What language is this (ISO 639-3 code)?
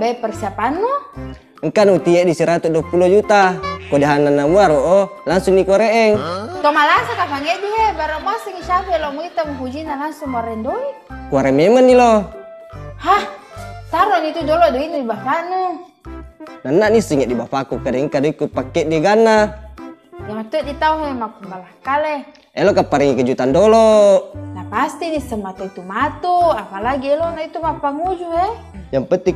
bug